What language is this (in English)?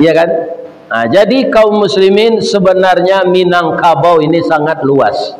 Minangkabau